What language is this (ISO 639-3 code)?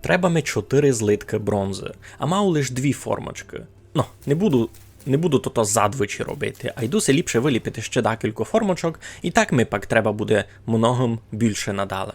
rue